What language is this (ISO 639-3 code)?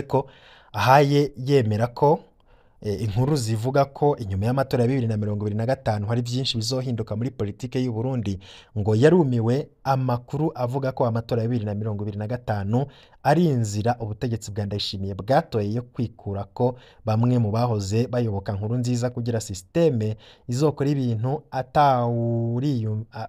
run